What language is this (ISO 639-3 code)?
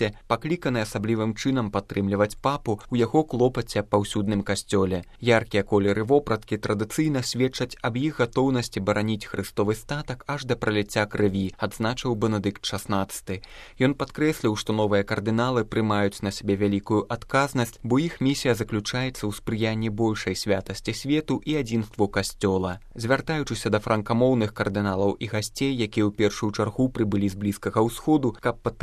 bel